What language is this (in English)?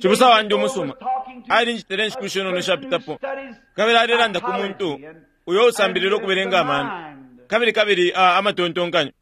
Bemba